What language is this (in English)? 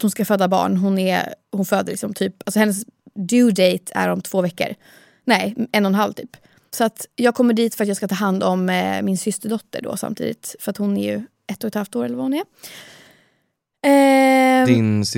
Swedish